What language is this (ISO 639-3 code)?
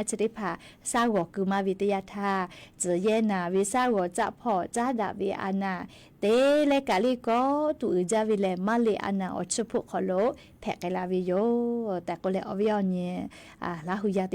lhu